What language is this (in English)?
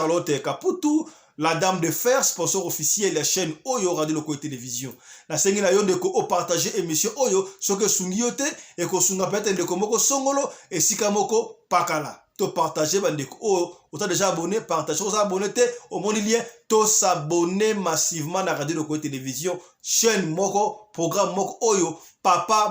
Lingala